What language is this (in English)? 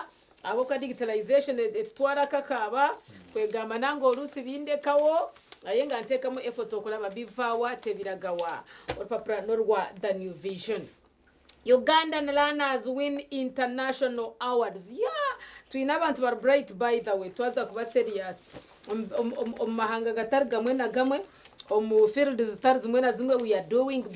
Nyankole